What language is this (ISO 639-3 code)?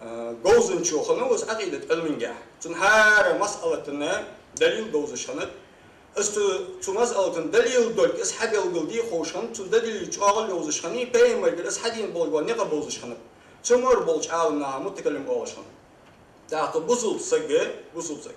inh